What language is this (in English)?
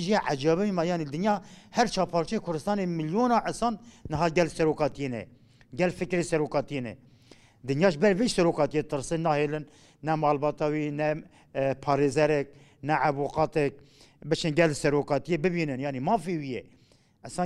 Kurdish